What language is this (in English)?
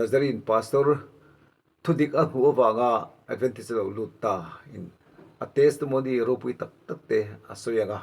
Mizo